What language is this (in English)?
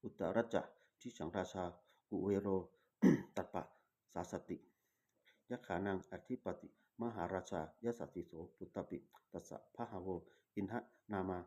Pali